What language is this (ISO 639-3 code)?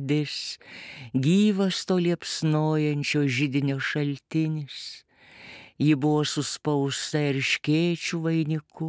lit